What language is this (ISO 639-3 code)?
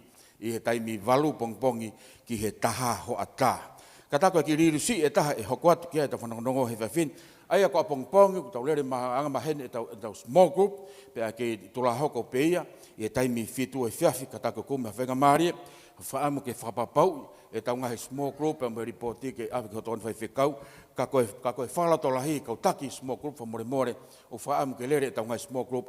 ton